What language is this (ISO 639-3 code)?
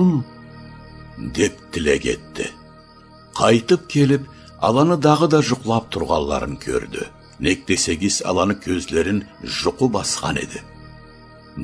krc